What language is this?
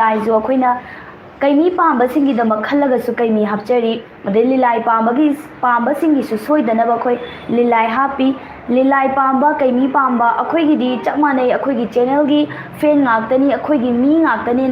Manipuri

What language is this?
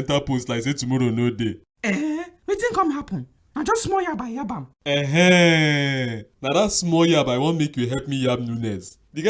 Nigerian Pidgin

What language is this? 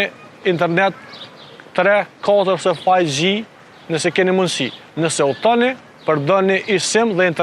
Albanian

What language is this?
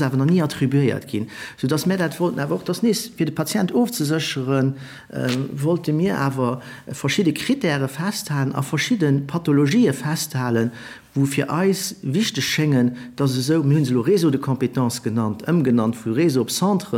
Luxembourgish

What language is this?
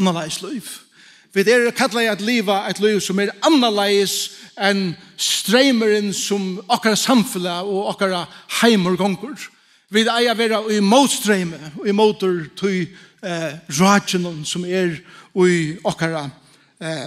Faroese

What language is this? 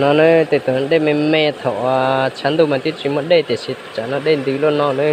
Hmong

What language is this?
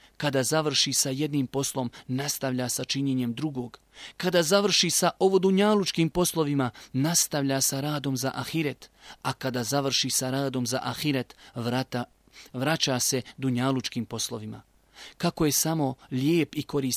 Bosnian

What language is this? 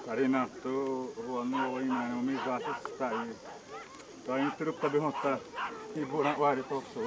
Xavánte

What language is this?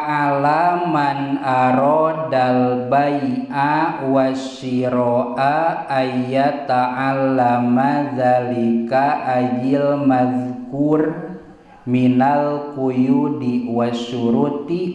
Sundanese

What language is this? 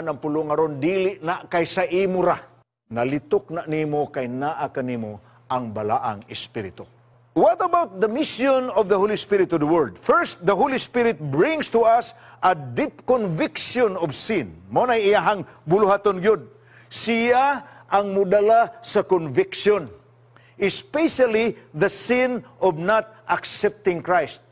Cebuano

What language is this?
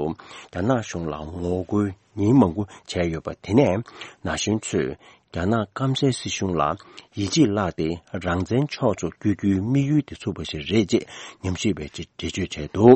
Tibetan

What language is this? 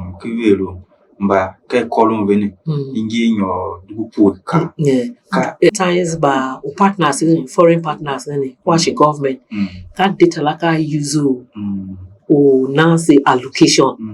Tiv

